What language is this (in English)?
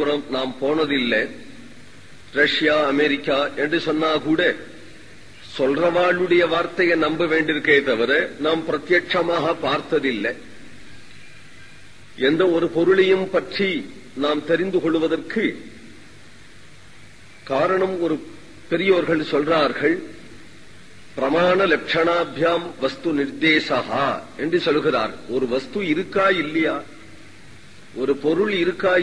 Tamil